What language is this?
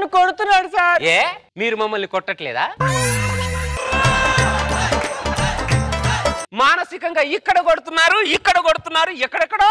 Telugu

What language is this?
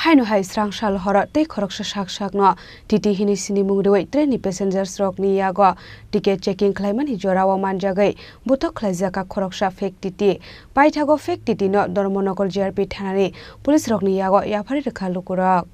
Kok Borok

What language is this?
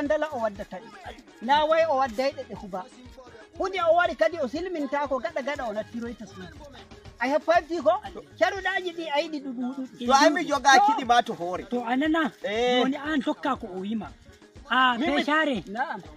Nigerian Fulfulde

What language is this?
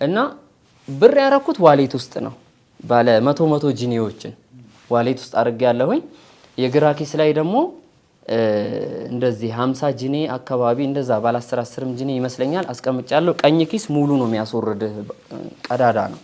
Amharic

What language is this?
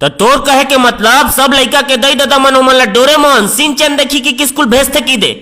Chhattisgarhi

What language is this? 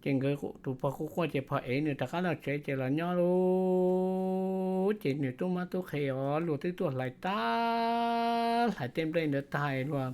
Hmong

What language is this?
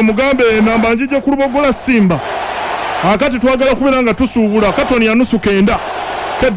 Ganda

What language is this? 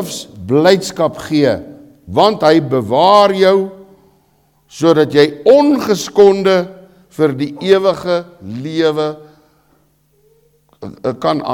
Afrikaans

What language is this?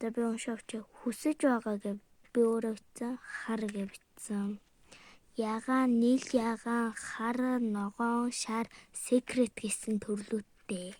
Mongolian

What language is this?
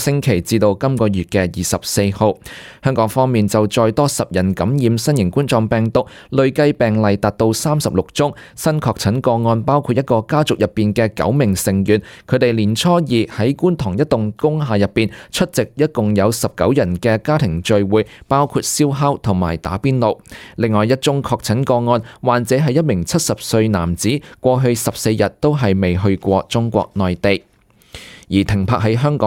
Cantonese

